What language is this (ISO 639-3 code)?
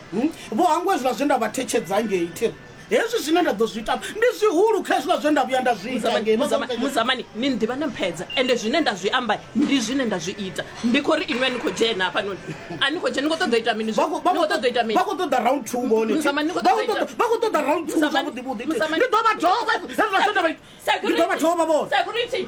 ven